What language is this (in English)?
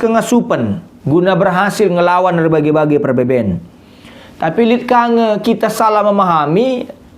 Batak Karo